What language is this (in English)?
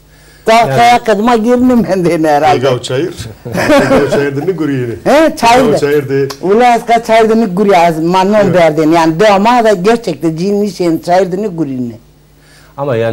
Zaza